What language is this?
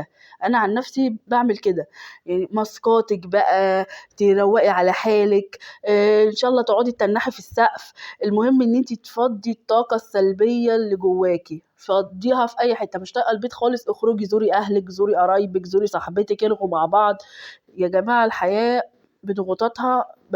Egyptian Arabic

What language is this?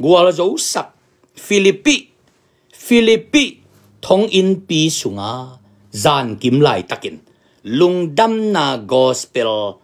Tedim Chin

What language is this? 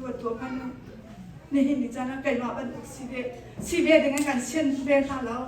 Hakha Chin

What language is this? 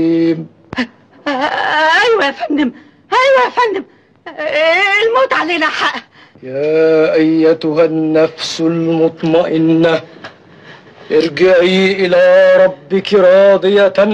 Egyptian Arabic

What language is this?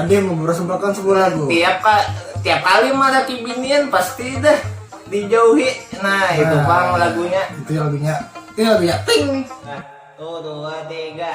Banjar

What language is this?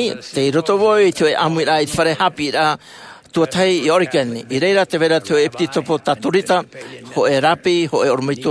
Tahitian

